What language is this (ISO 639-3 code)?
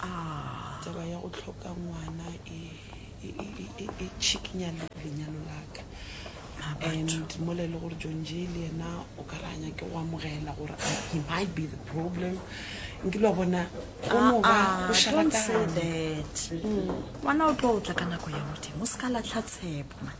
nso